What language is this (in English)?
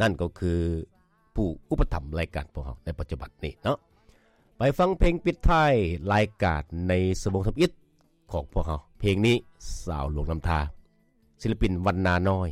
Lao